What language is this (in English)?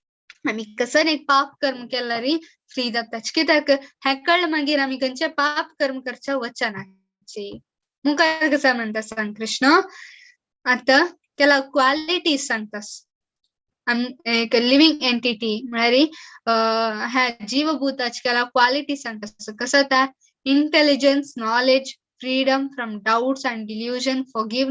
Konkani